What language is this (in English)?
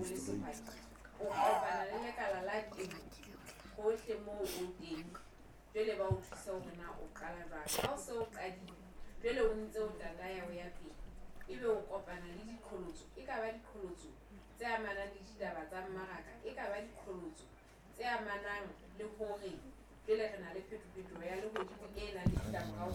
Southern Sotho